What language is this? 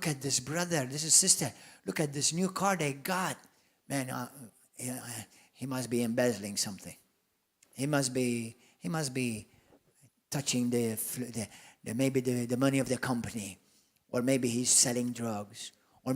English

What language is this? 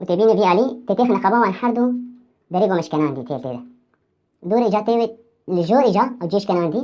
Kurdish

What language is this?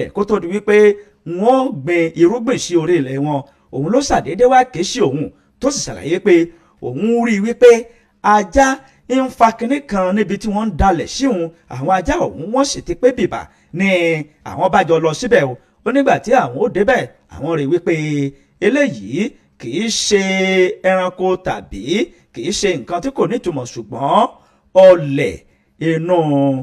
Yoruba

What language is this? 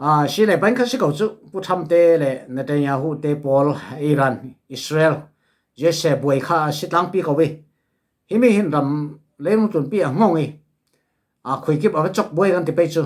Falam Chin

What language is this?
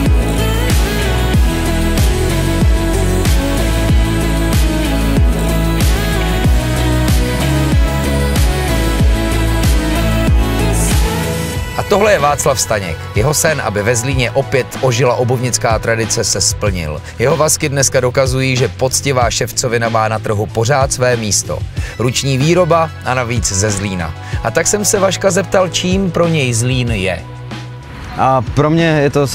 Czech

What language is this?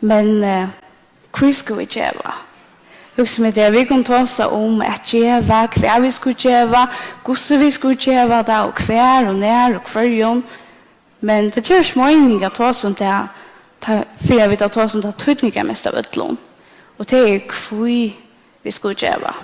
Faroese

